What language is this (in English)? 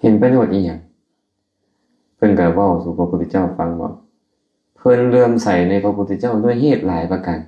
Lao